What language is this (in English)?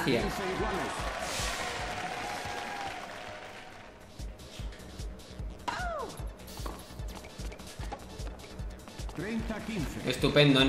Spanish